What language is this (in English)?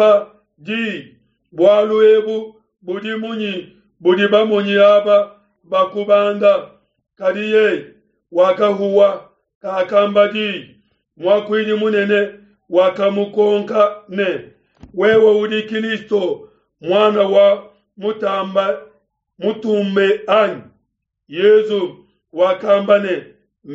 Luba-Lulua